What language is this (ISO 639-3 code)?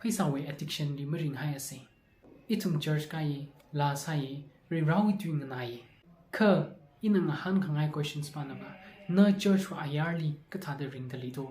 nmf